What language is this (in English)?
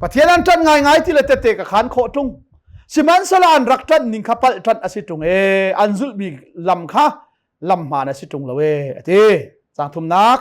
Hakha Chin